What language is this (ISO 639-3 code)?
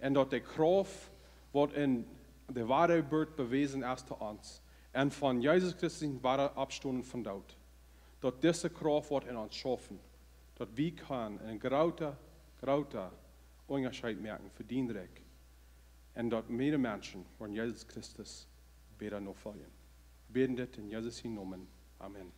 pdt